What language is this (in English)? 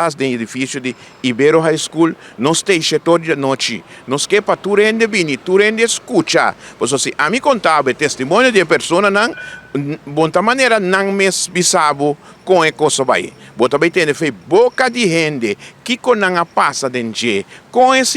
Papiamento